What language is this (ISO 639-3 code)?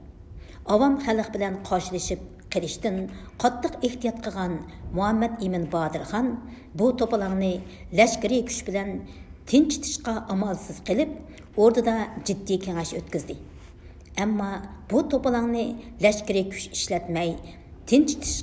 uig